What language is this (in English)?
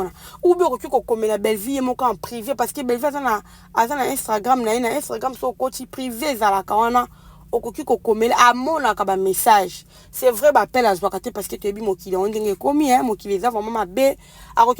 Lingala